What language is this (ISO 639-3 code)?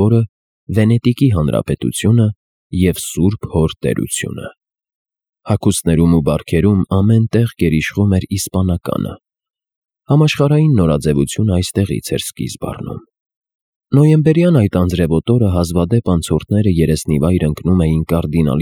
hye